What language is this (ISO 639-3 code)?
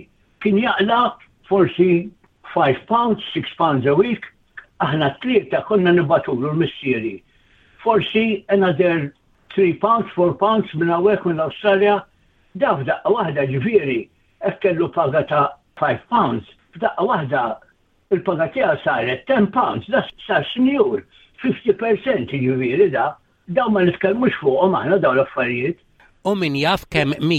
mlt